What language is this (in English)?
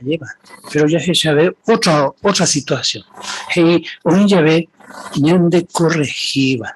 Guarani